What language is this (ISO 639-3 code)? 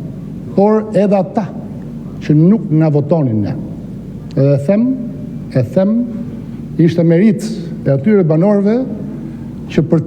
sqi